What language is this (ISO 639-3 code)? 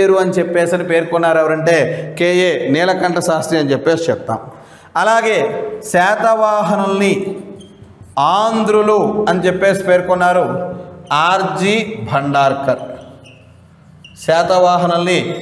tel